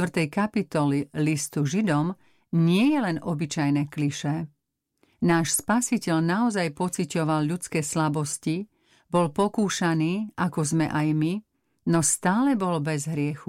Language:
Slovak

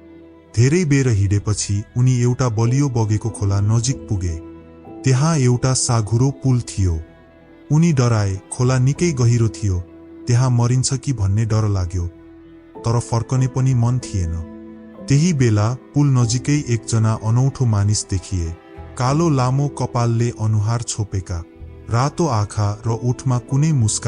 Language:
Nepali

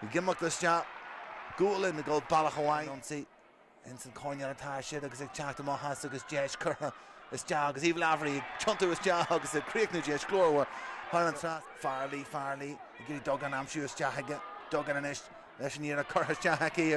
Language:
Irish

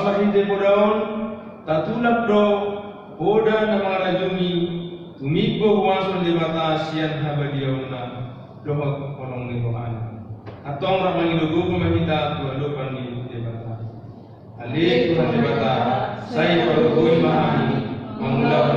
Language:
Batak Toba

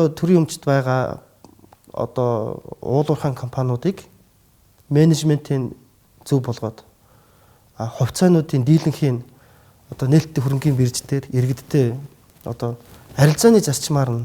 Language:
Mongolian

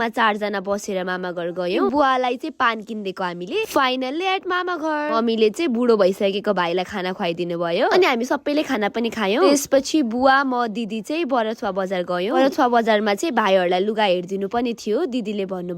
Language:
Nepali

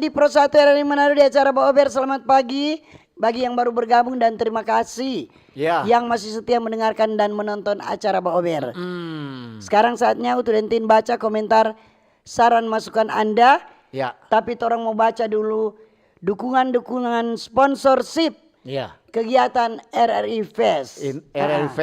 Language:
Manado Malay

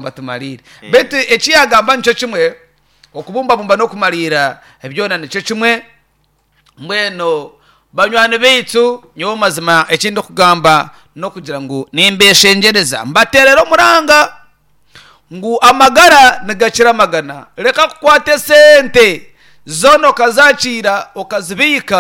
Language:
Nyankole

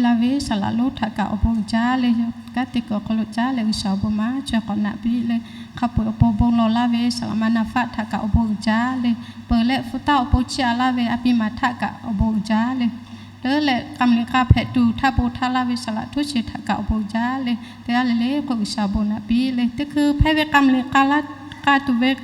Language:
Lahu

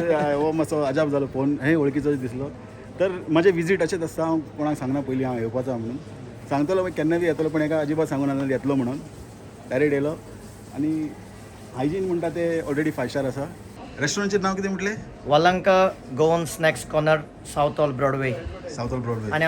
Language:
Konkani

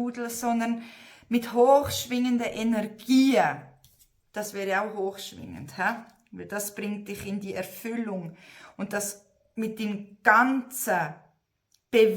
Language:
Swiss German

